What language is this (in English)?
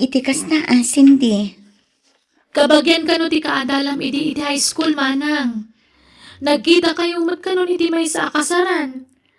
Iloko